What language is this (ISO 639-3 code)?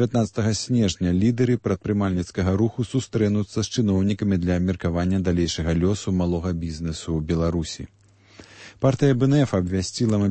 bel